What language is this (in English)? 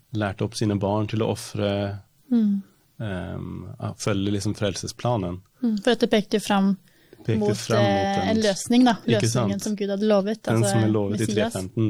Norwegian